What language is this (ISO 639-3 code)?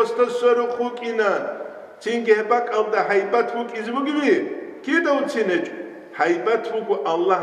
ava